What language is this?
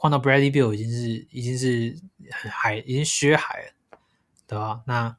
Chinese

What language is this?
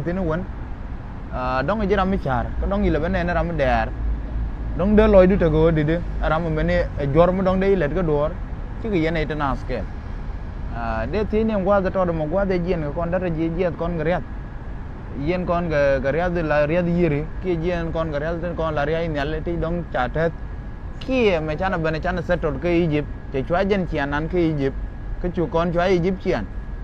Nuer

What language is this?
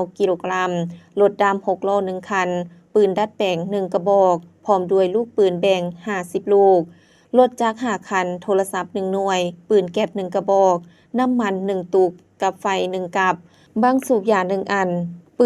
Lao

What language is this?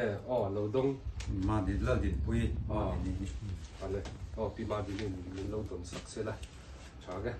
Mizo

